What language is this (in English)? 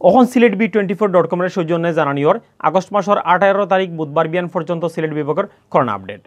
Sylheti